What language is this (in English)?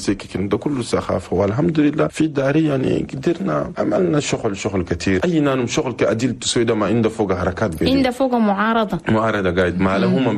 Chadian Arabic